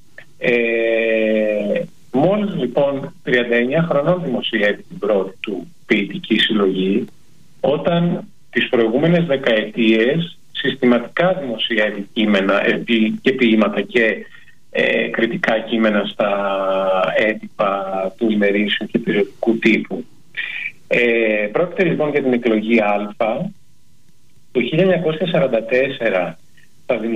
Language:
Greek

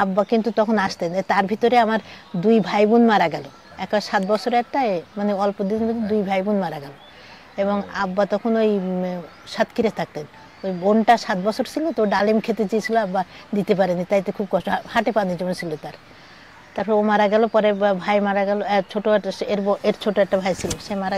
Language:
Bangla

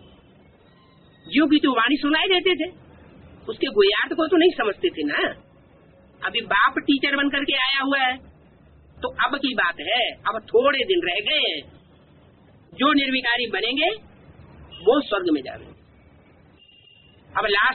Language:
Hindi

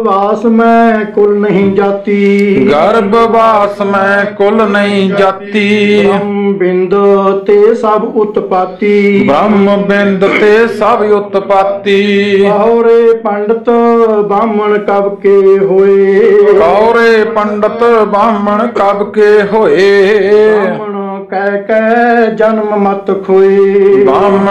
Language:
Punjabi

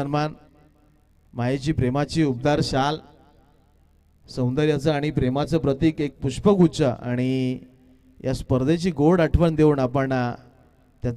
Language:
Marathi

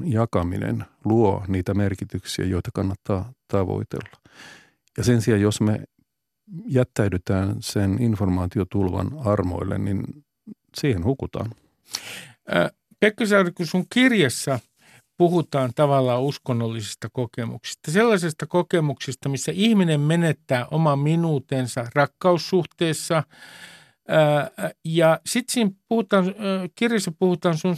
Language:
Finnish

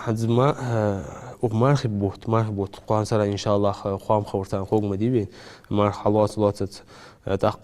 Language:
Ingush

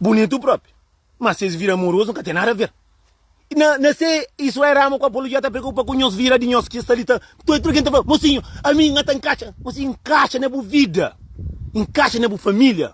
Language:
Kabuverdianu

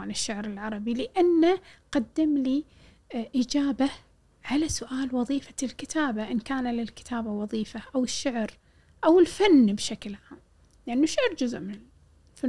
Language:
Gulf Arabic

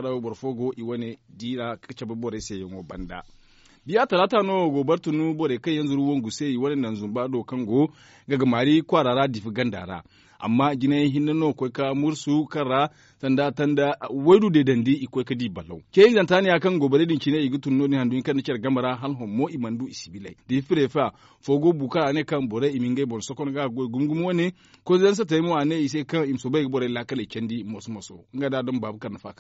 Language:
Zarma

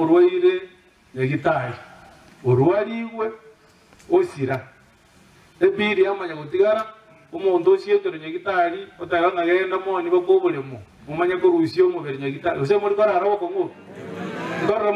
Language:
Gusii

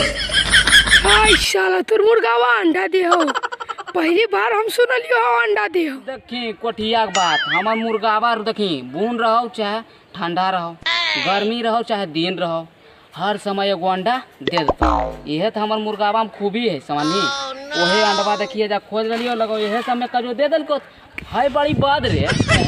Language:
Magahi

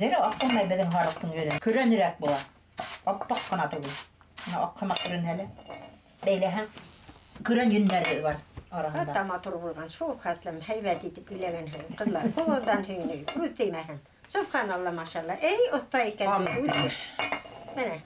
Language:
Bashkir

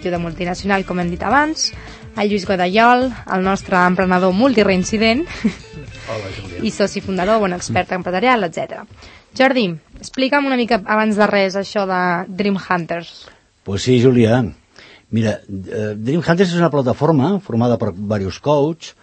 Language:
Catalan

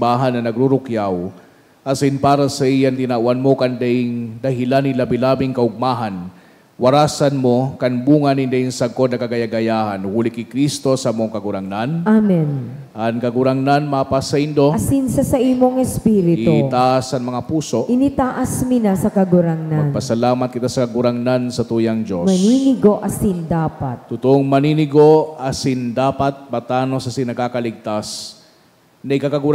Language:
Bikol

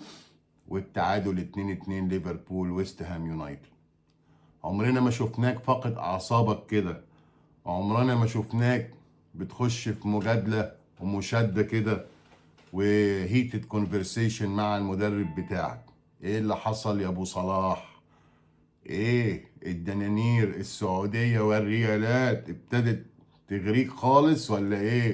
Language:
Egyptian Arabic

